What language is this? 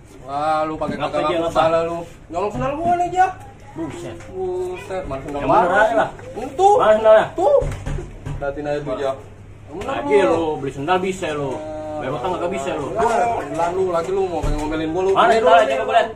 Betawi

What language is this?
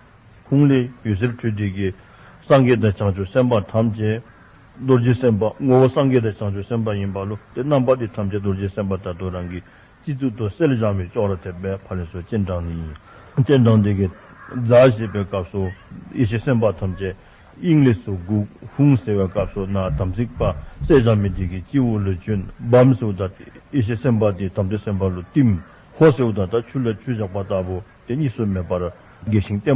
Dzongkha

